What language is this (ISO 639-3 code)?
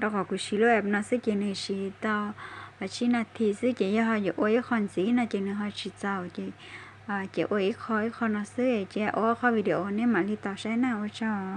hmn